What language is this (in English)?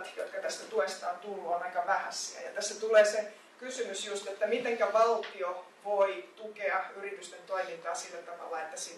Finnish